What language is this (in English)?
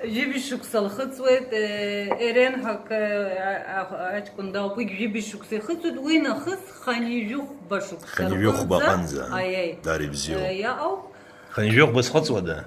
Abkhazian